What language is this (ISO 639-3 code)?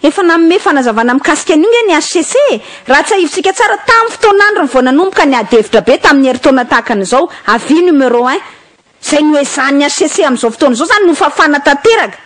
mlg